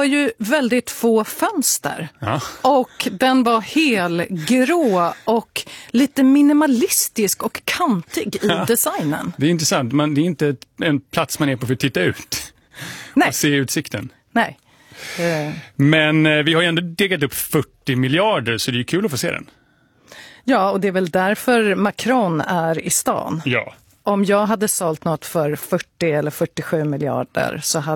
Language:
Swedish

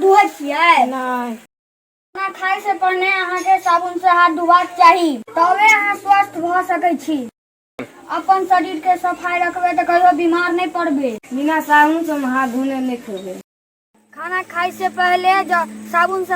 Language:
Maithili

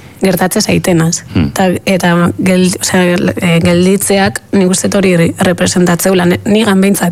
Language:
Basque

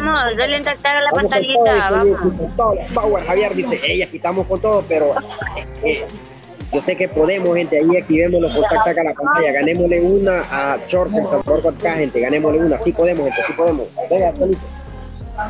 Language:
Spanish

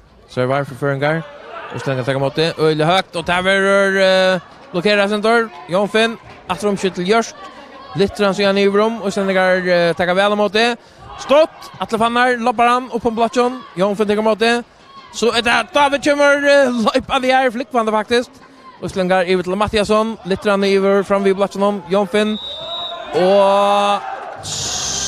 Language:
Faroese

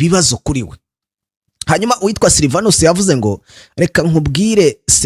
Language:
Kinyarwanda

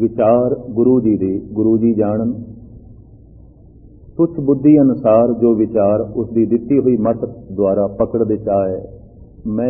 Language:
Punjabi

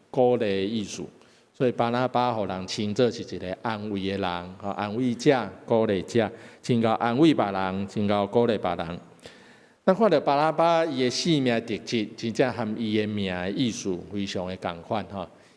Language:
Min Nan Chinese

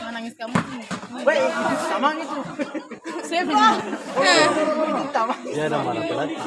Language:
Ambonese Malay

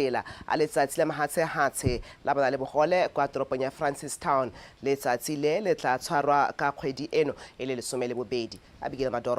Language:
Tswana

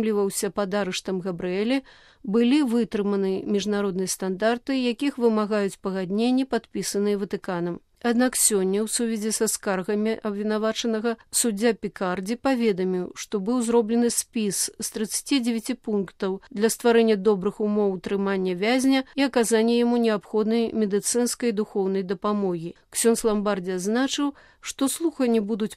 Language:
Belarusian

